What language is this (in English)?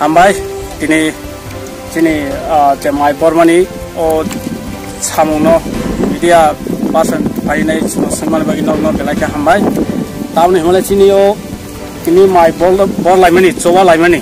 Riang (India)